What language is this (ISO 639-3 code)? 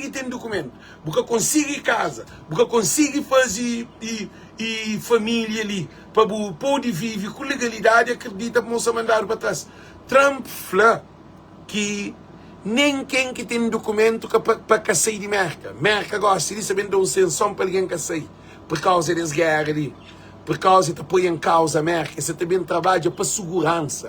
kea